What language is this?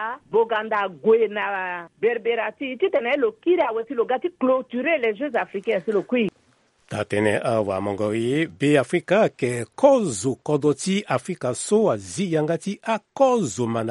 Sango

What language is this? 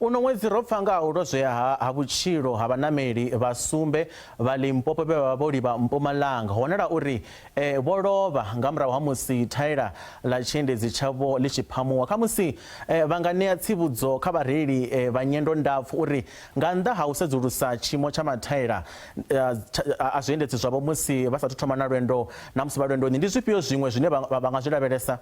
Venda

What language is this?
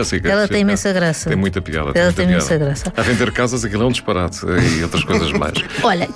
Portuguese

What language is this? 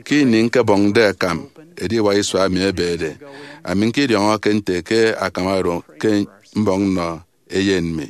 Efik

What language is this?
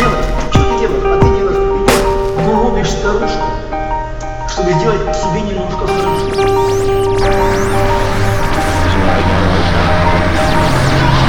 Russian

